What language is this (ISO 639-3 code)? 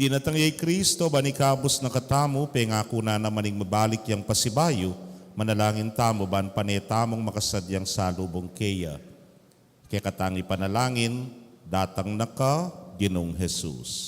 pam